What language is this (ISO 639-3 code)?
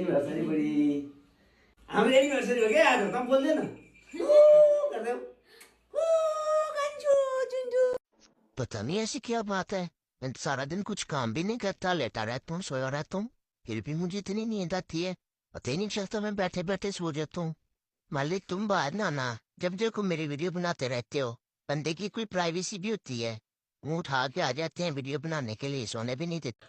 nep